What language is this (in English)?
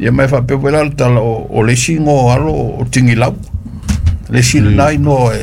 Samoan